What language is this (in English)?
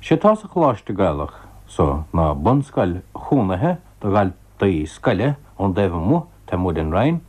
Irish